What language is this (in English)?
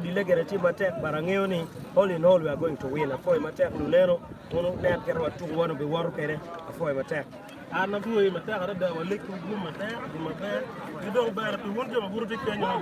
Acoli